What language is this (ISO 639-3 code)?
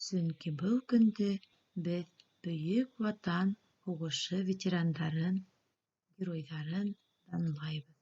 bak